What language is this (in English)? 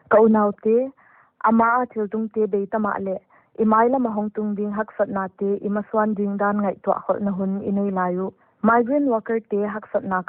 Paite Chin